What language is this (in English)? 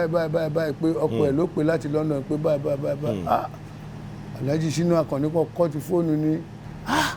Yoruba